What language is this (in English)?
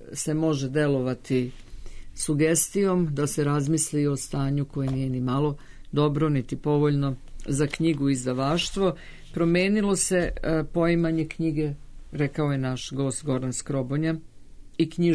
Serbian